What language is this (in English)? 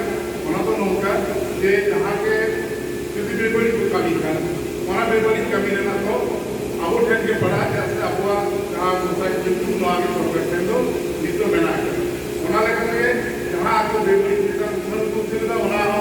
Santali